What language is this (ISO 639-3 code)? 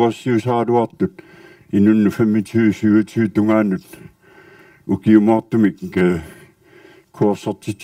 kal